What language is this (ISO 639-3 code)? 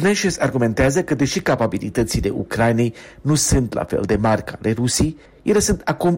ron